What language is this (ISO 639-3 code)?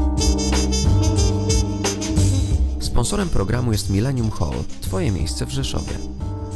pol